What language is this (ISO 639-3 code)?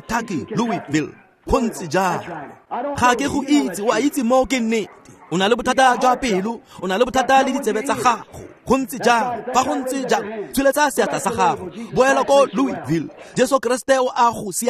tsn